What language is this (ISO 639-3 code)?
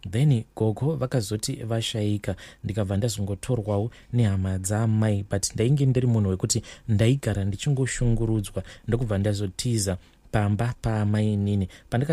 sna